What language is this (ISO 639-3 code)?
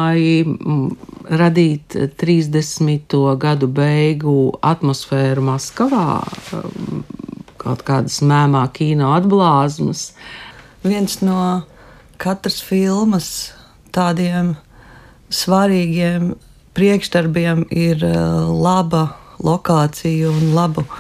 lav